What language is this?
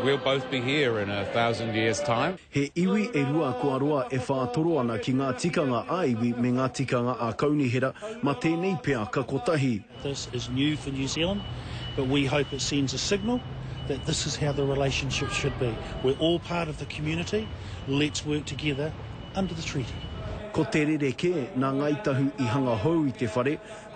Māori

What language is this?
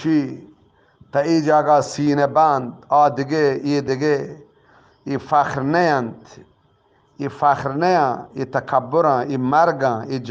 Eastern Balochi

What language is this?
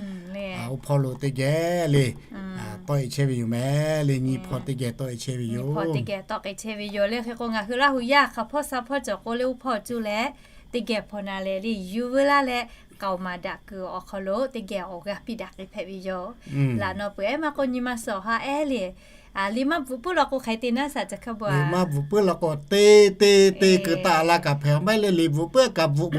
Lahu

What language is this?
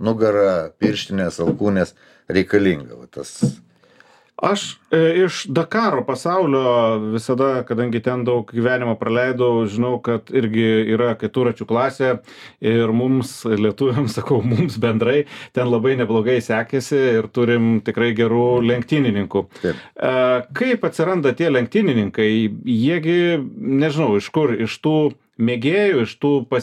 Lithuanian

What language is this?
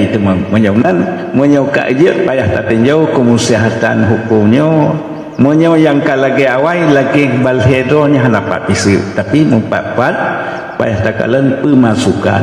Achinese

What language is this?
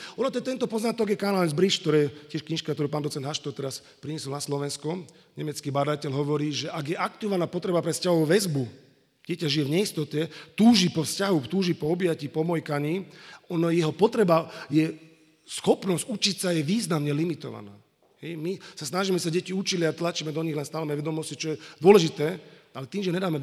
Slovak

